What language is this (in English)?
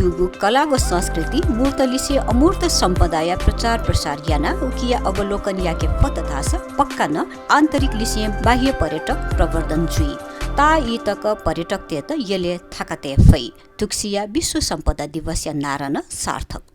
Newari